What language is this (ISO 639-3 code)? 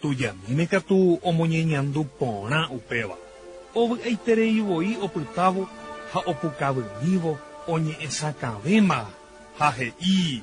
grn